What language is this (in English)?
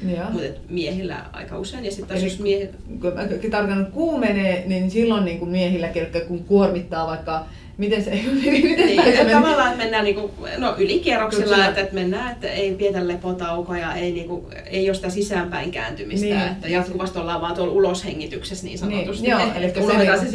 Finnish